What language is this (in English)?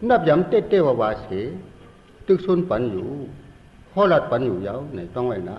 Shan